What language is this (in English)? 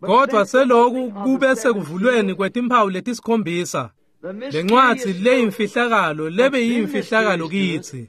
Swati